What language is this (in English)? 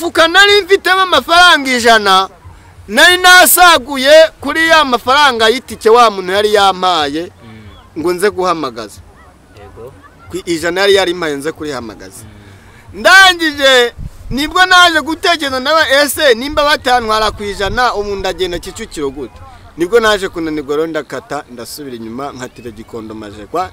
Kinyarwanda